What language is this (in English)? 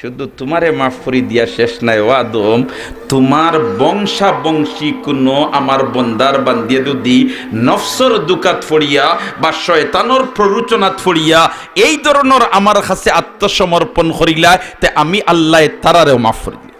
Sylheti